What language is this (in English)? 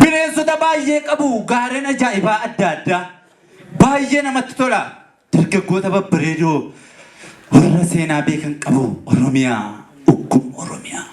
Oromo